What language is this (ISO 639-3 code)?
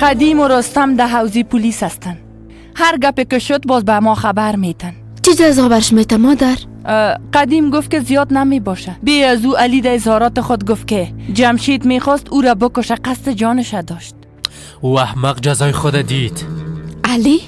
fas